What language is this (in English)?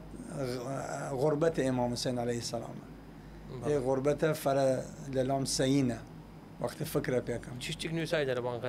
Southern Kurdish